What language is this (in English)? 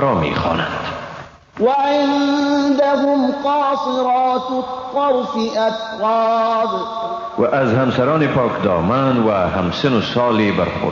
Persian